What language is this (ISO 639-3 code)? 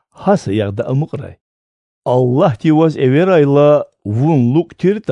lez